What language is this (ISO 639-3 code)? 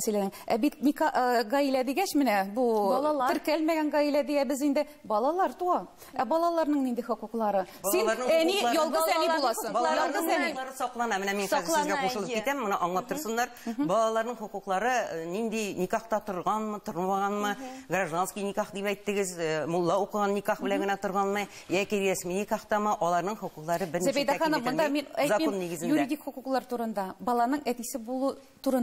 tat